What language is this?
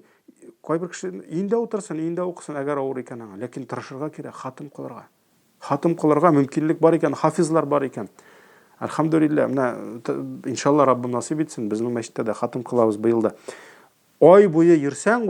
Tatar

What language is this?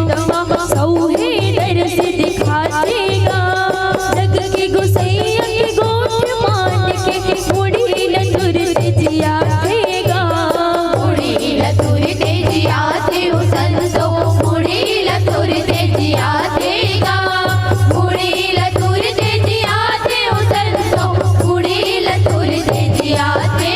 Chhattisgarhi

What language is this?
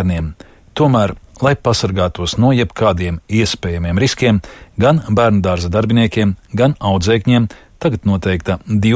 Latvian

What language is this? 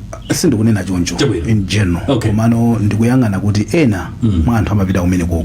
Nyanja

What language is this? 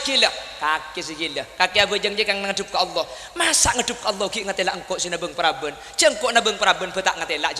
Madurese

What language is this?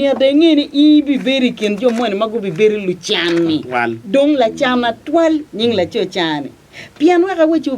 Acoli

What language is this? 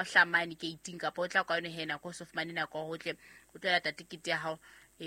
Southern Sotho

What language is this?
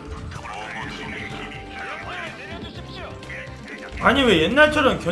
Korean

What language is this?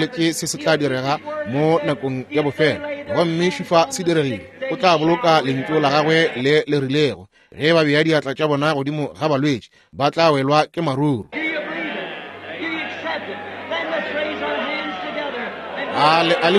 Northern Sotho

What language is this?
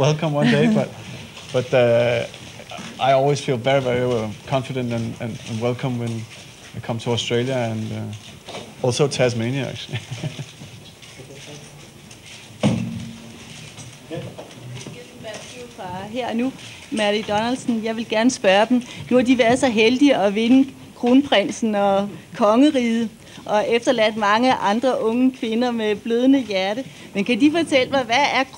Danish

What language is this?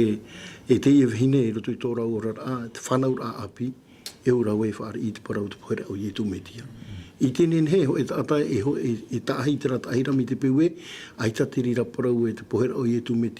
Tahitian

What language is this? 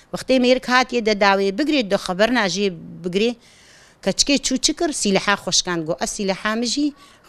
Kurdish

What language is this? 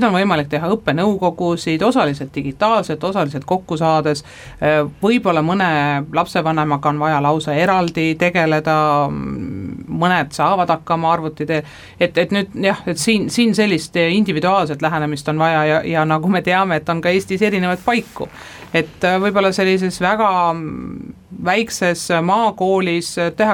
Estonian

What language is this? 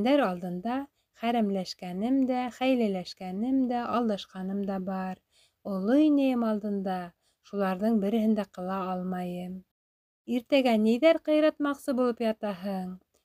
Bashkir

